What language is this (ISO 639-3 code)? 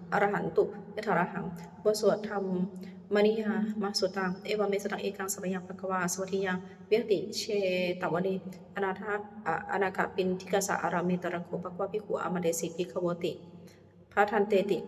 pli